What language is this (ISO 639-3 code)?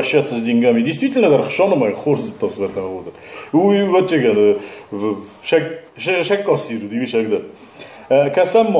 oss